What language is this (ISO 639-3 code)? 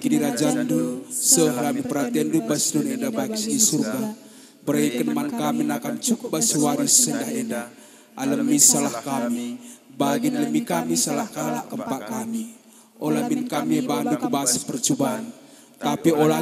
btx